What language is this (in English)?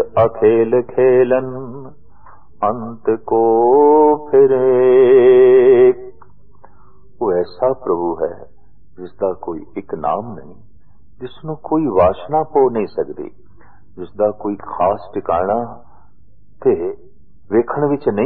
Punjabi